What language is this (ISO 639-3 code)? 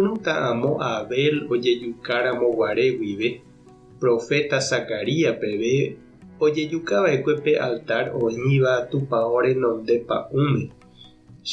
grn